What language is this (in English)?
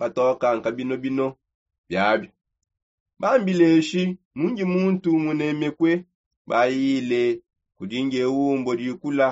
Songe